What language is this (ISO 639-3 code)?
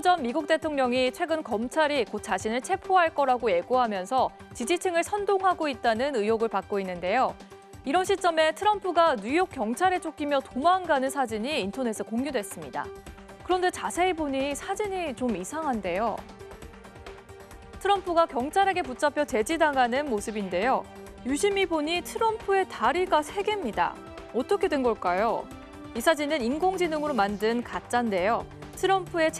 kor